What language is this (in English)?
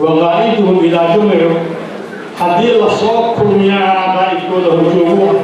Somali